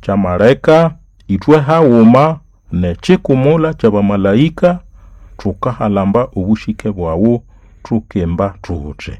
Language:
Nande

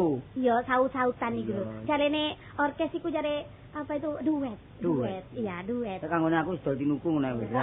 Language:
Javanese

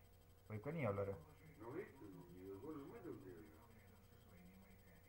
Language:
Estonian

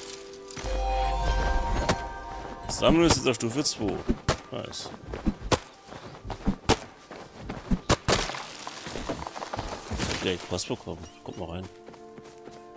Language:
German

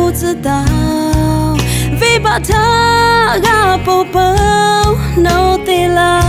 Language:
Lahu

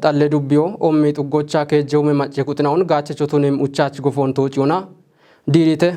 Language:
Kafa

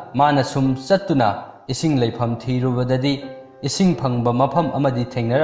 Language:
Manipuri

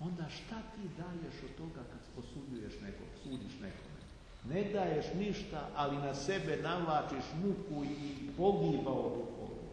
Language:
Serbian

